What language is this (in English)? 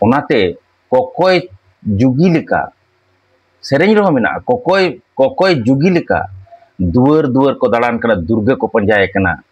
Santali